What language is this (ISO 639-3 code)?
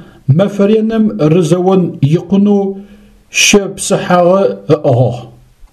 ady